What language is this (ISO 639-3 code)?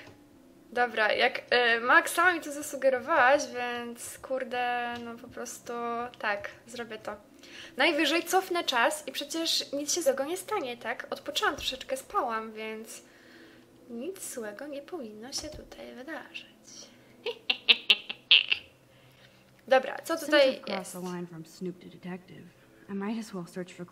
pol